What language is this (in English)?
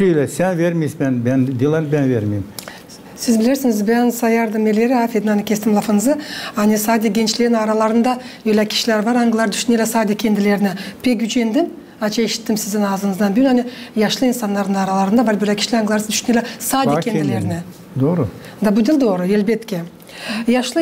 Gagauz